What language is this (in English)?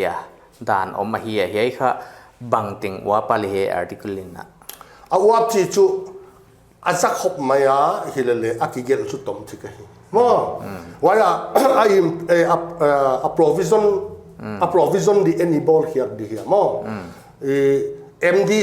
Paite Chin